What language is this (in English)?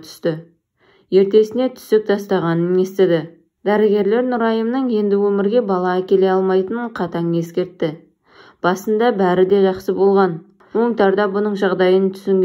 Kazakh